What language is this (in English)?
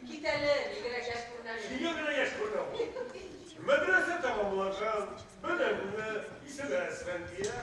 Bashkir